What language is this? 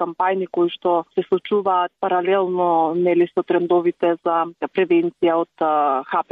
Macedonian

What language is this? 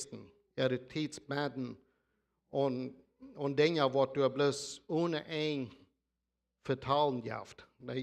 Plautdietsch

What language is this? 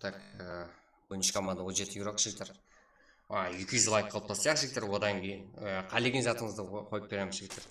Kara-Kalpak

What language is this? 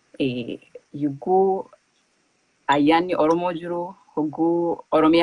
Oromo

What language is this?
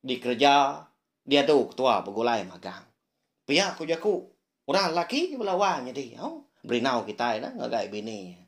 Iban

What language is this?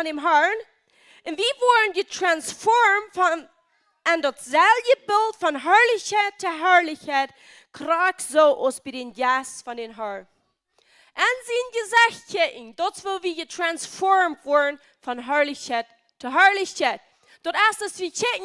Plautdietsch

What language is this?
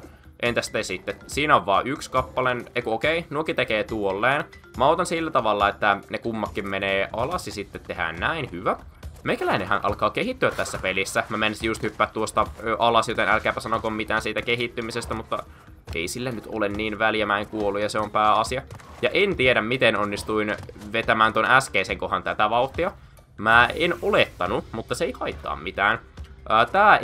Finnish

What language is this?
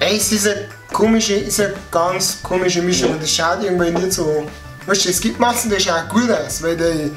Bavarian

